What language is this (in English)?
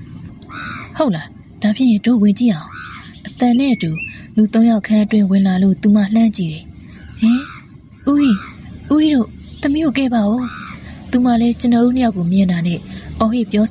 Burmese